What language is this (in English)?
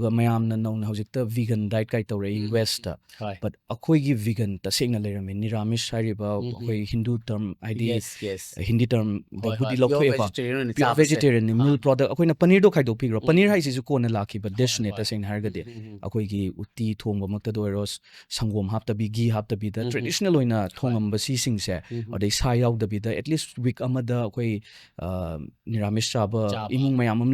Manipuri